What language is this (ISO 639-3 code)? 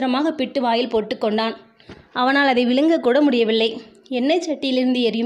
tam